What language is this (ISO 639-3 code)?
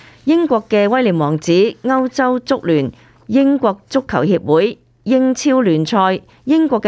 yue